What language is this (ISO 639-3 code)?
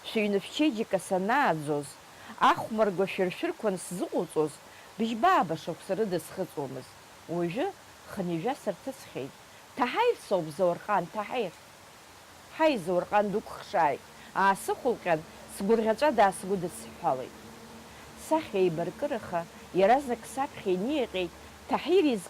abk